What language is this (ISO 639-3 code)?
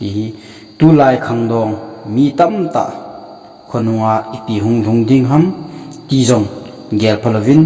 tcz